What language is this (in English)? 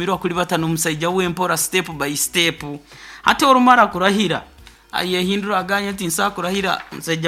Nyoro